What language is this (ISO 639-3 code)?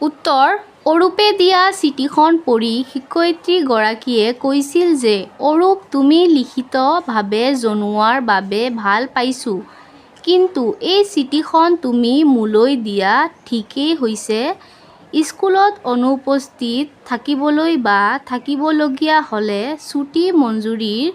asm